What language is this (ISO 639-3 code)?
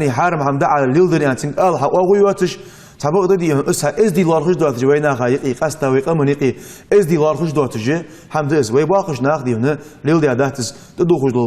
inh